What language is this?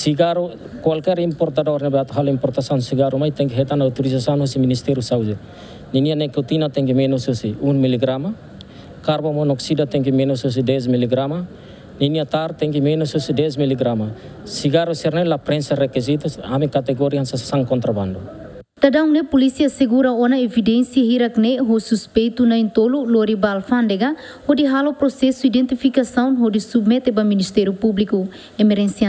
Tetum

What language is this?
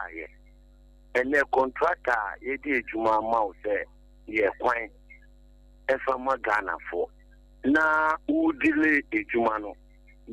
Akan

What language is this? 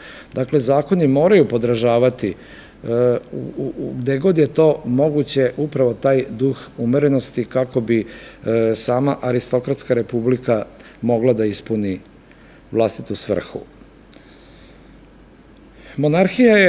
Serbian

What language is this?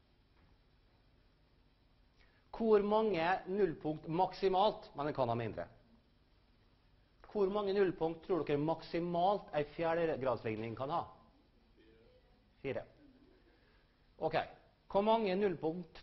Norwegian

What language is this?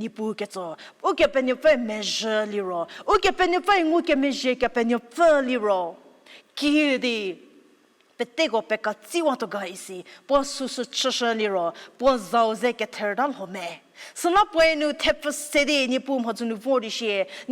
Angami Naga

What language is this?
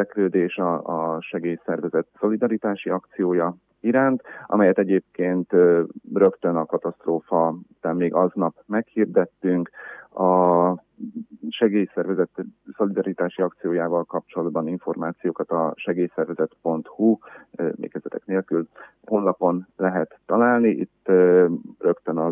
Hungarian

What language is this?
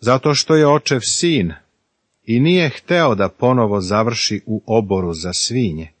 Serbian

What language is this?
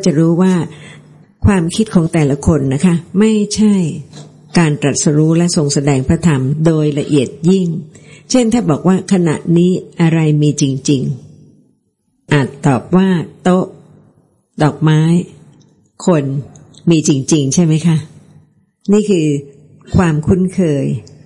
Thai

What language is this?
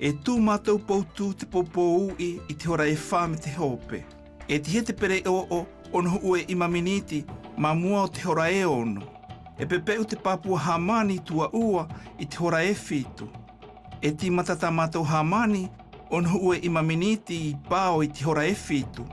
South Marquesan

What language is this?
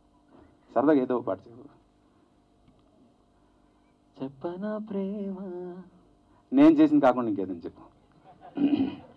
Telugu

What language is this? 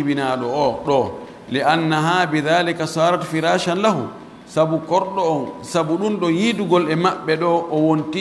Pular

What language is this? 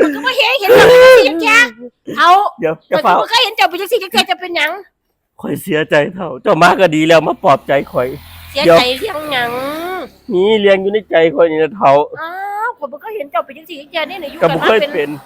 Northeastern Thai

